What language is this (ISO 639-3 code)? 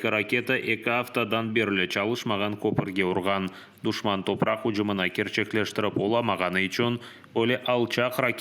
crh